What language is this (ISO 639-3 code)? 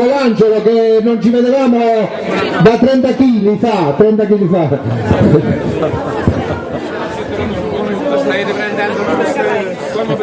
ita